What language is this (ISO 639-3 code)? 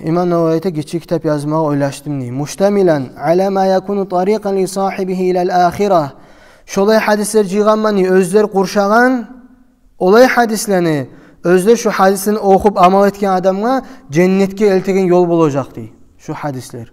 kum